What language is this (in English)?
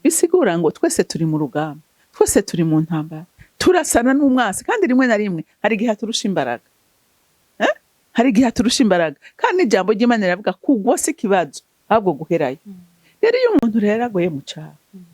Rundi